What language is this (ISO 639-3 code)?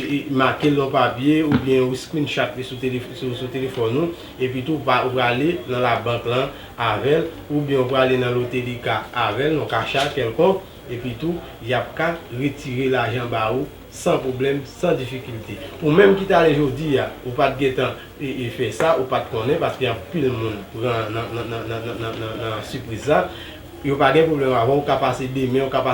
hat